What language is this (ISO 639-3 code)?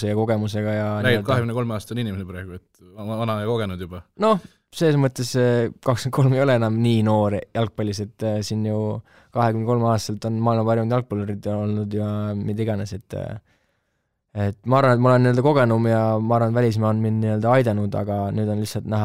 est